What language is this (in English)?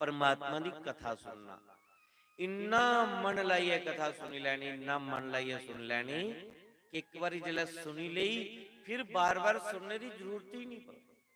Dogri